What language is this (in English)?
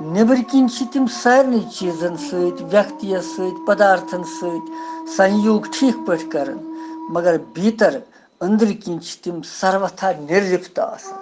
Kashmiri